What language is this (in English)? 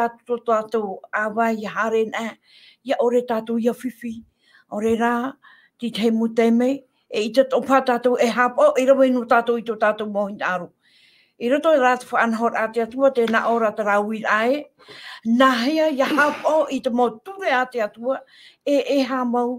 Tahitian